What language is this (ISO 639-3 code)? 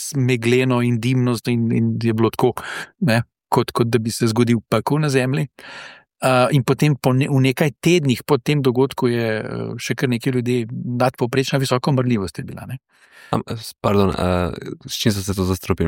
slv